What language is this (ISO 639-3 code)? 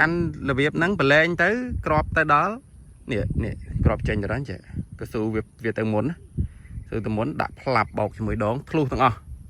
khm